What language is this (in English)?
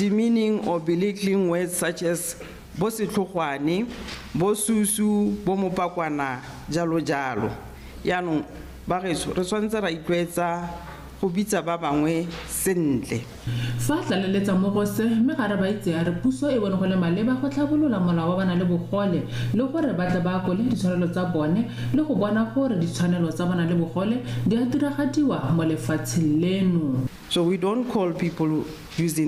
Tswana